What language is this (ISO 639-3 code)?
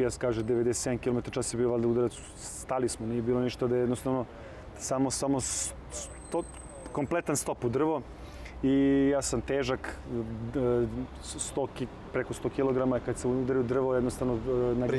srp